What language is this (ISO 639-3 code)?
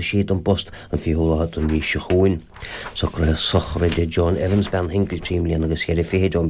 gle